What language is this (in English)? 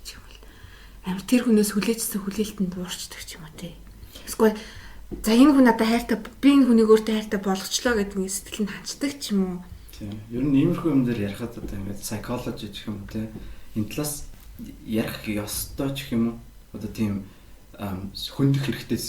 Mongolian